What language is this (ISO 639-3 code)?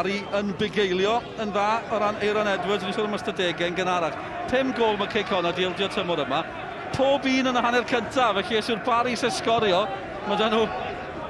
cym